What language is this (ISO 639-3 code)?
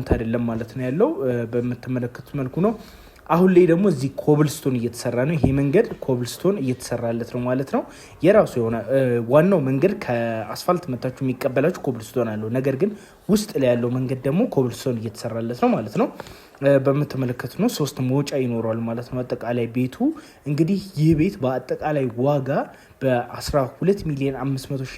amh